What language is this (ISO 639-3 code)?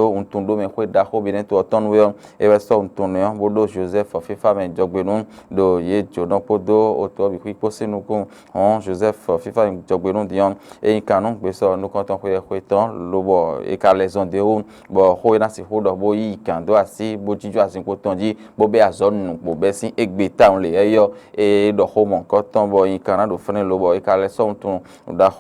fon